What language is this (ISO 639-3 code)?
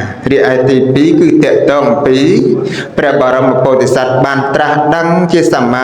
khm